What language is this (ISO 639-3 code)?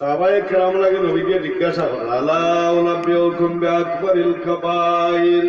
syl